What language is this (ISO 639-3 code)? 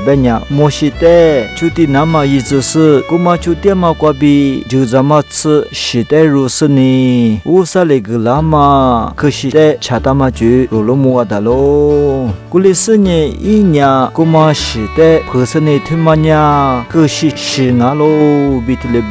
lis